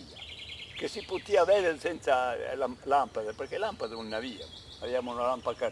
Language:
Corsican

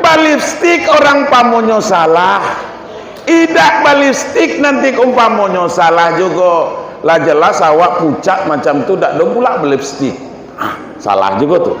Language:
Minangkabau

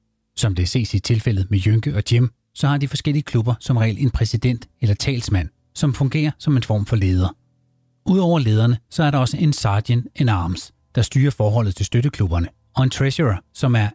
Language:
Danish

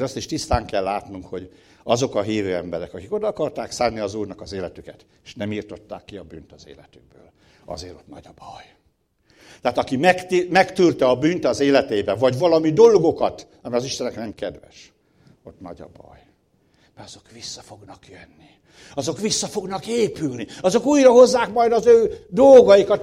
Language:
Hungarian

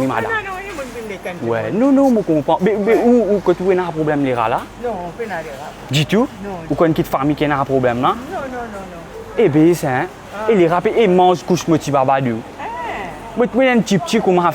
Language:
Morisyen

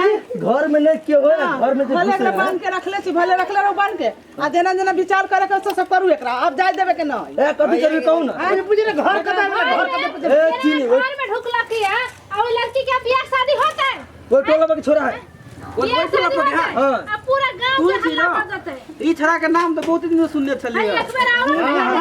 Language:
Maithili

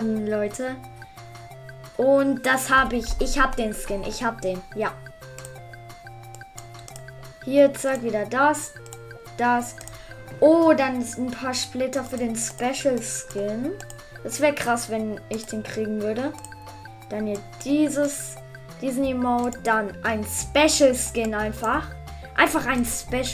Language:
German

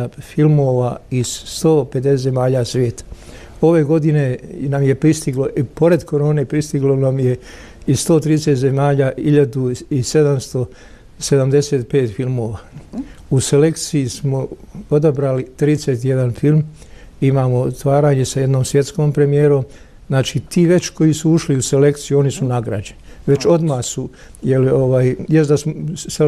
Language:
Bosnian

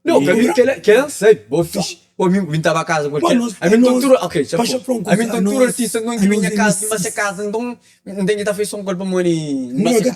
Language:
Kabuverdianu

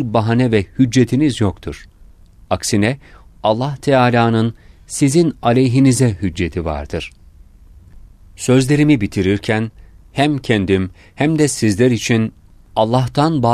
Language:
Turkish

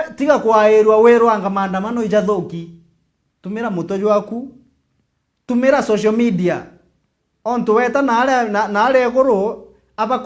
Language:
Meru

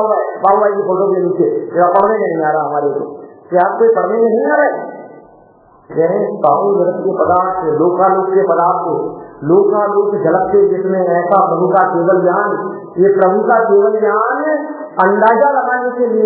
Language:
Hindi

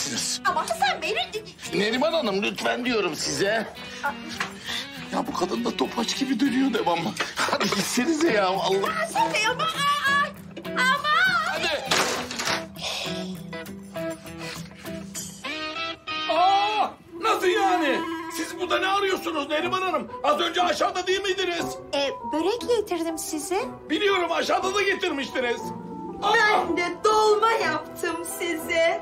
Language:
Turkish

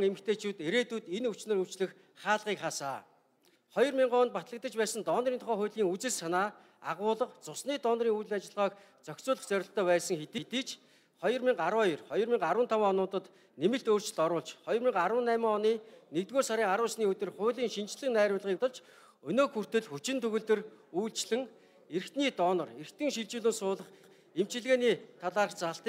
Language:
Mongolian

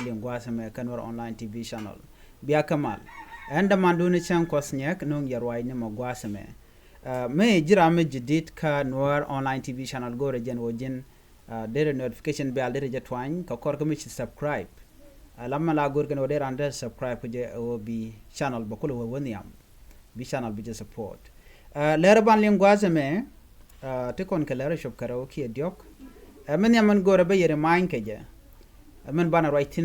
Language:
Nuer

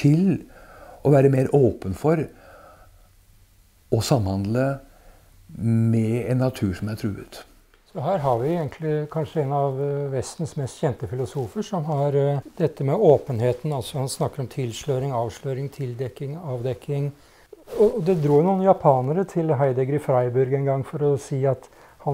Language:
Norwegian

